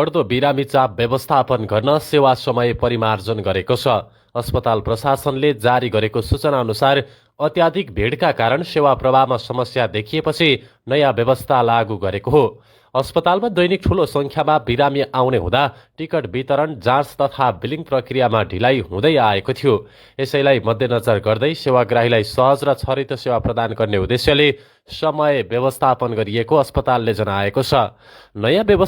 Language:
Nepali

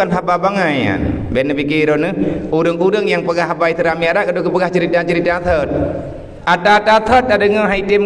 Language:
Achinese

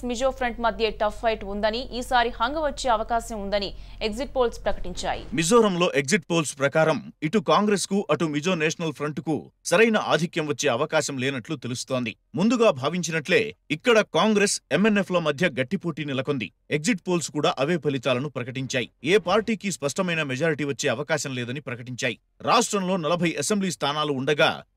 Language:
Telugu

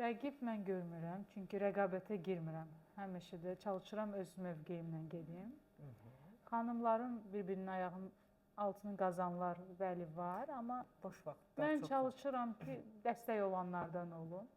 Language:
Azerbaijani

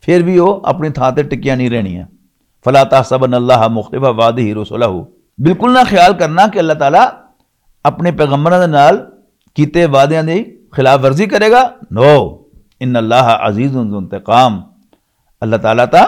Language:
Western Panjabi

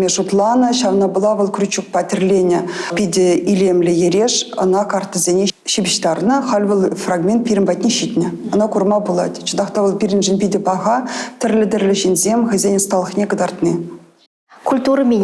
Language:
Chuvash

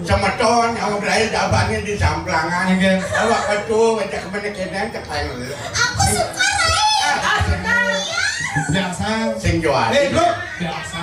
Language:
Balinese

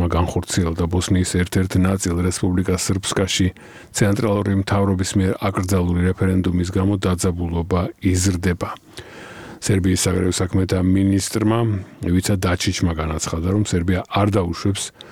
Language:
Georgian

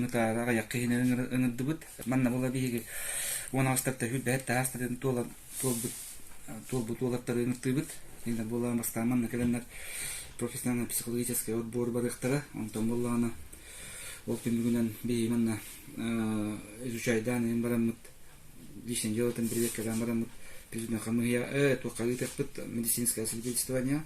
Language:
Yakut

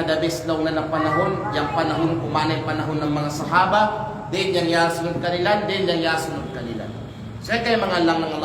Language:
Kalagan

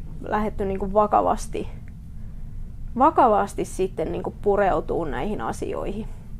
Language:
Finnish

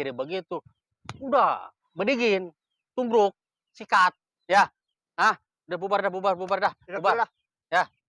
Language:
Betawi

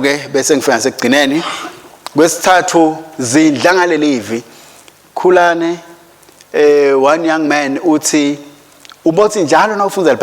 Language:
Swati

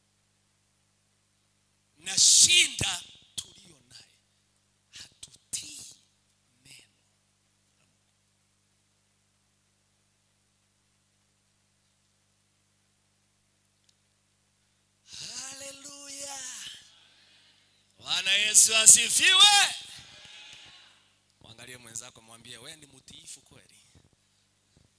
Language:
Swahili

